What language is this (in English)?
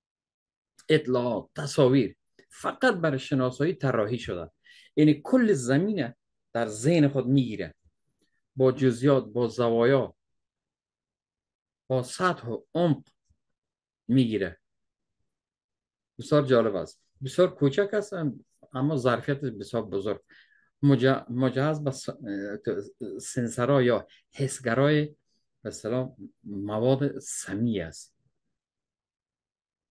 Persian